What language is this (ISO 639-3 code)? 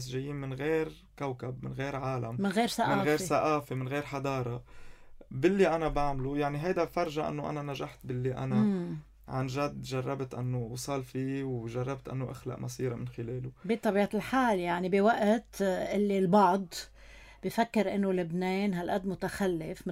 apc